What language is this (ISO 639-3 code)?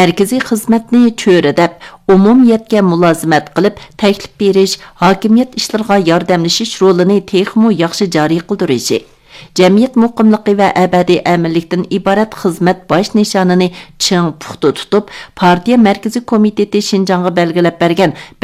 uig